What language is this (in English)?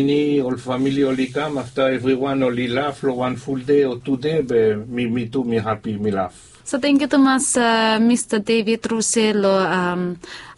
Bislama